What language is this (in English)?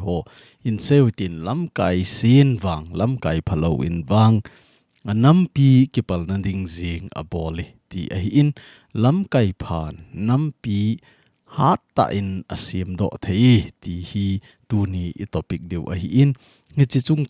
Thado Chin